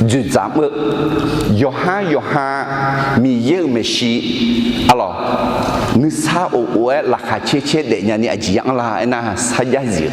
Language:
Akha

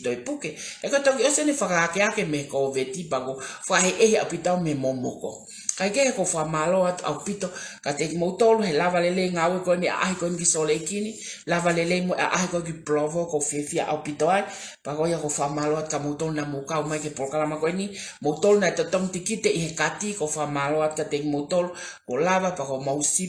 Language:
Tongan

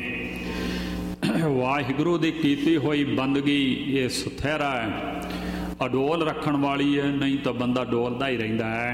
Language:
Punjabi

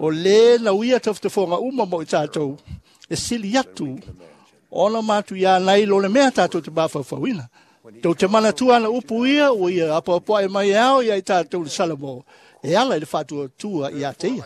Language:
Samoan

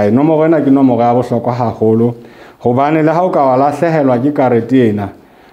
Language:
Southern Sotho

